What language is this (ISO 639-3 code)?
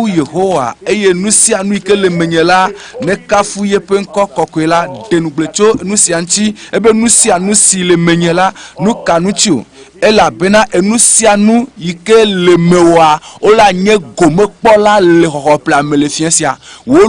ewe